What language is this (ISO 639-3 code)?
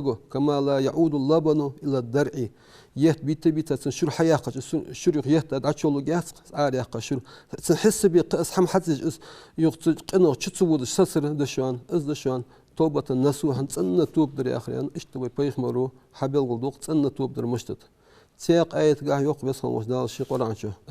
inh